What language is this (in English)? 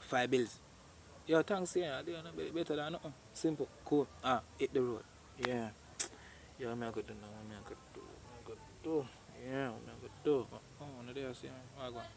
Jamaican Creole English